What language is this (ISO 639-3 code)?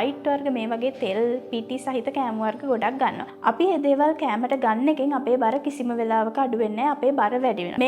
sin